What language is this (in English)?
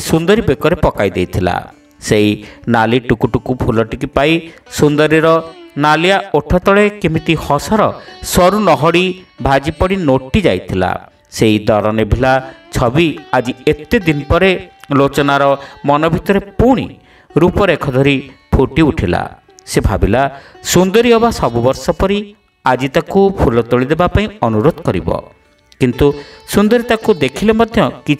Odia